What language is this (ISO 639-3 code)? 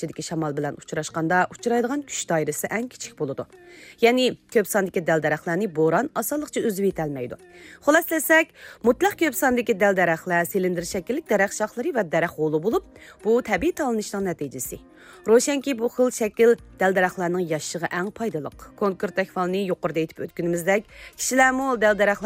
uig